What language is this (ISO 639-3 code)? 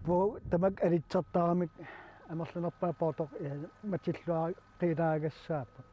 kal